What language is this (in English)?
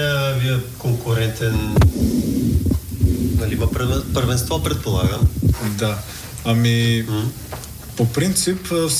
Bulgarian